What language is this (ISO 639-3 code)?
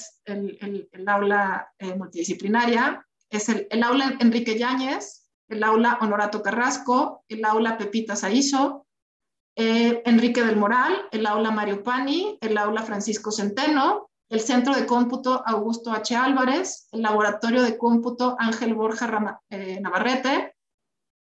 spa